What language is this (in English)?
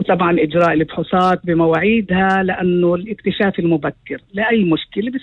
North Levantine Arabic